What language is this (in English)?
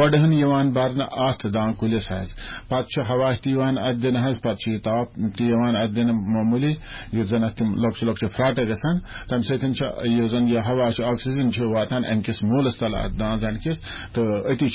Kashmiri